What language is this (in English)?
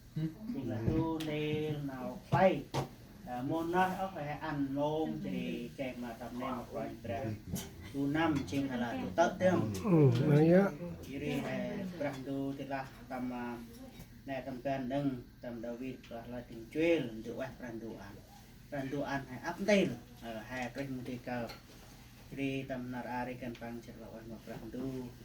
Central Mnong